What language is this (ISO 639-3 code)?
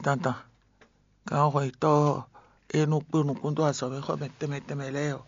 fon